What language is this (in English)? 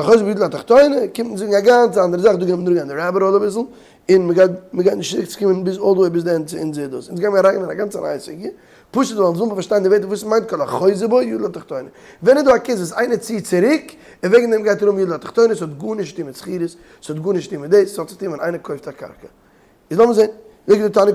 Yiddish